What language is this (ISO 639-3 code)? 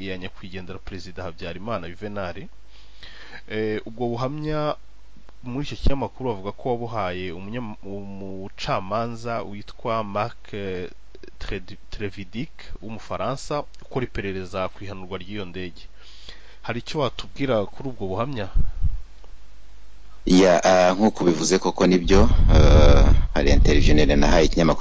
kin